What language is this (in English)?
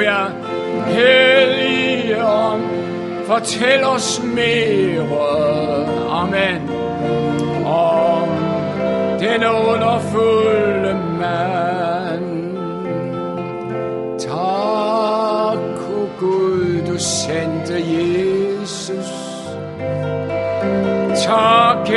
Danish